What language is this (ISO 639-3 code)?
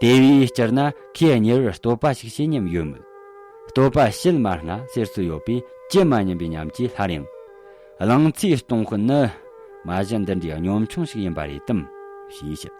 bod